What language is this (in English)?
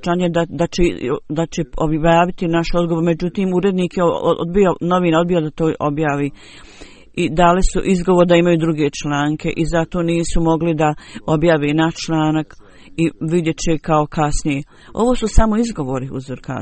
Bosnian